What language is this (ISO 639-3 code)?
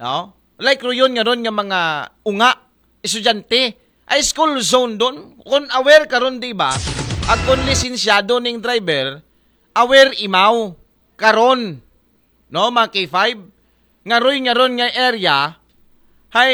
akl